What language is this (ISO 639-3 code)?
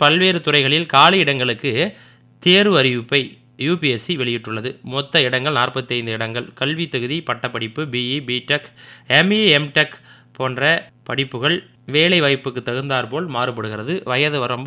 tam